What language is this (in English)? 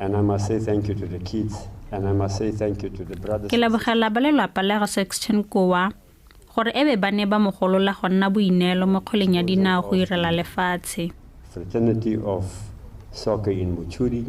Tswana